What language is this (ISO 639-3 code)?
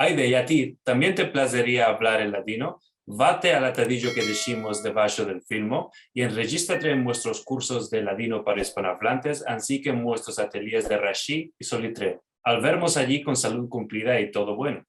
lad